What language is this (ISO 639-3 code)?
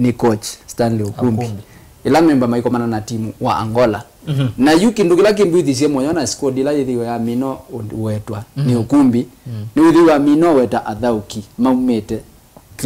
kam